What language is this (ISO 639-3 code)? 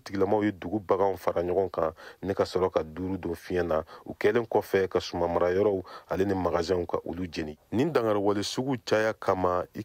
bam